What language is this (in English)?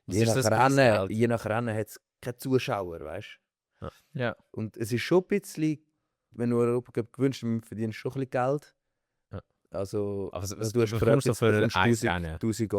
Swiss German